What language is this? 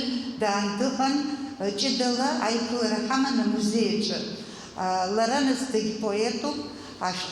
Abkhazian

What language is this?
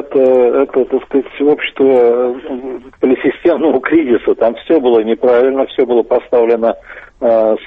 Russian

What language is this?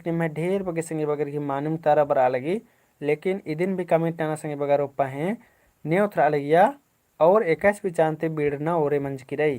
Kurukh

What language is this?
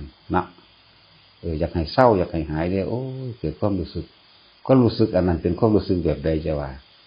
Northeastern Thai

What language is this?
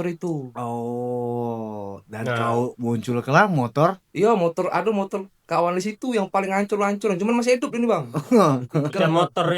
Musi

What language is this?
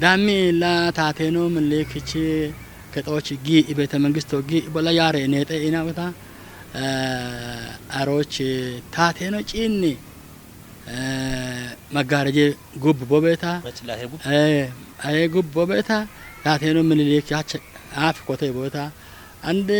Kafa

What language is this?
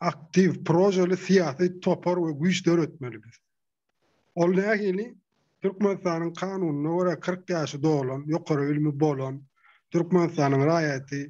Turkmen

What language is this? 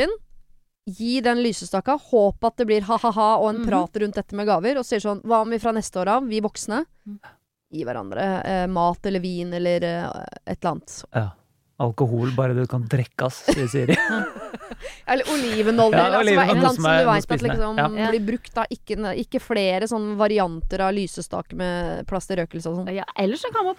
Norwegian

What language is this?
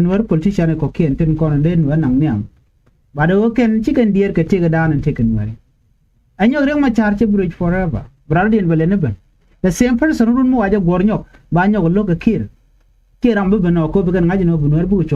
Nuer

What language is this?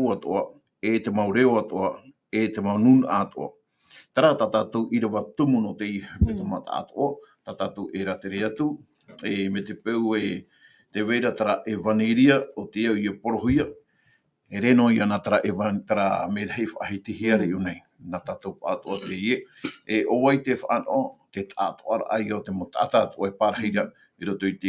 Tahitian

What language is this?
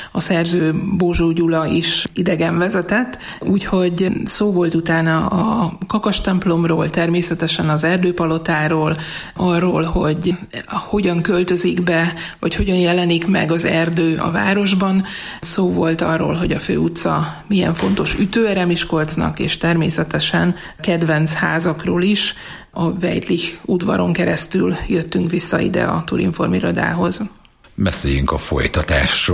Hungarian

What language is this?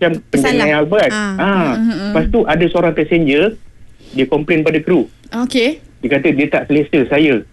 Malay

